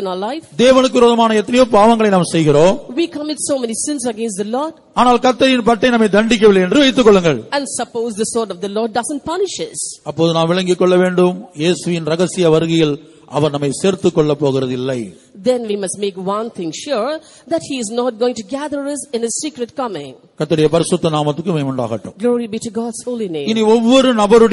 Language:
Tamil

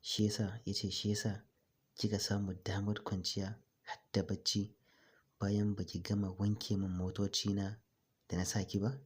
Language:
Hausa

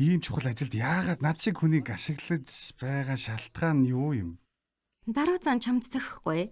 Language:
Mongolian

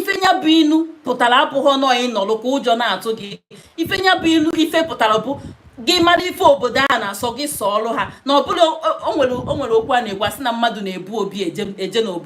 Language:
Igbo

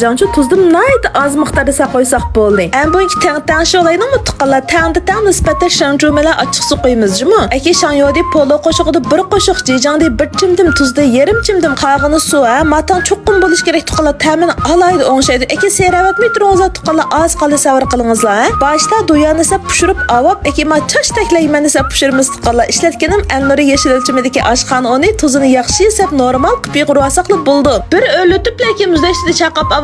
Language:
Uyghur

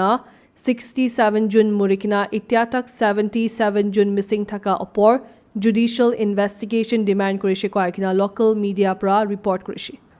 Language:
Naga Pidgin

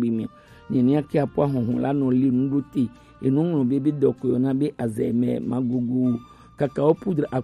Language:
Gen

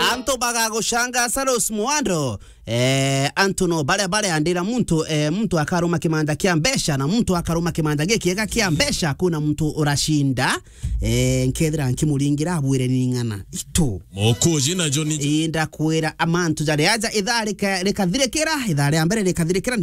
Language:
Meru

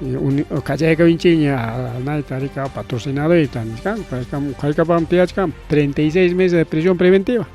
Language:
Ayacucho Quechua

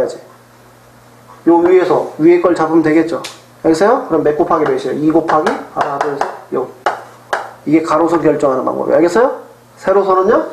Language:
Korean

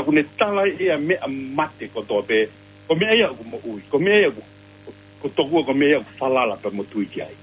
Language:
Tongan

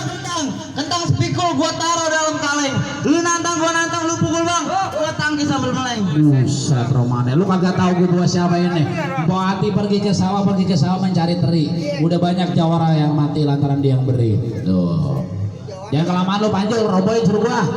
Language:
Betawi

